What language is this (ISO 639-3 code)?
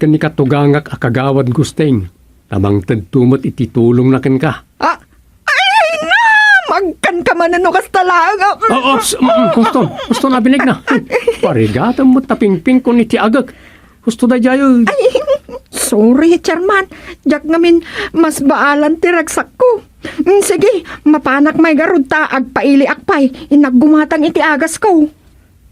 ilo